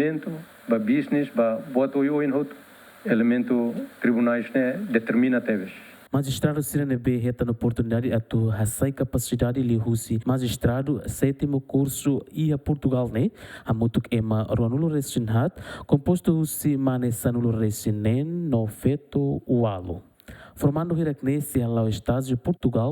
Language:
Tetum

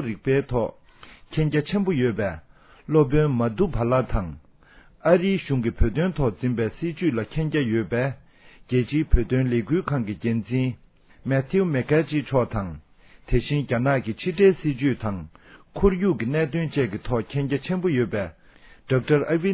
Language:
Tibetan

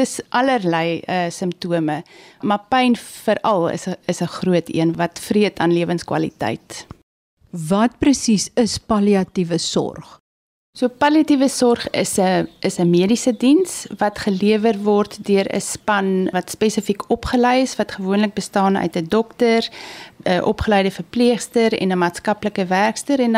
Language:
Afrikaans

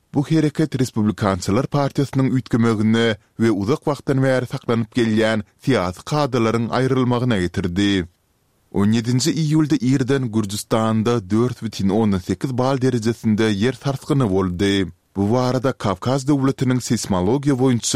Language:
Turkmen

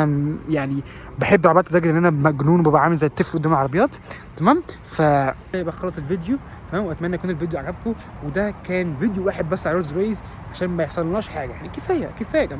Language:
Egyptian Arabic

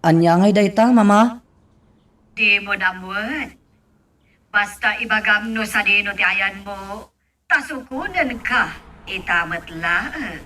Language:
Iloko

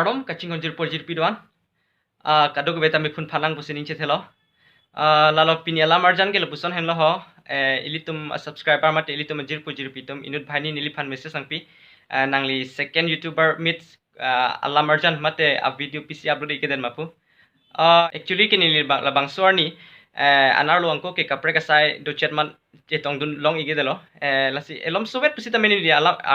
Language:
Karbi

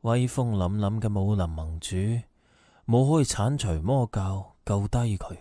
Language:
Cantonese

